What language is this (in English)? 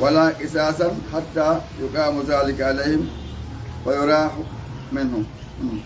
Fula